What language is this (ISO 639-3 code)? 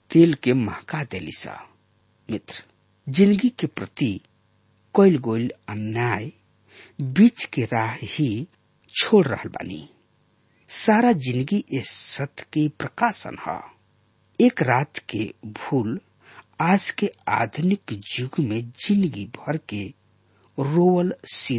bho